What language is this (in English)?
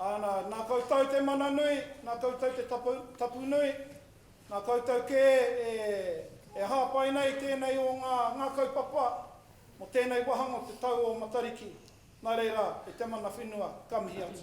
Māori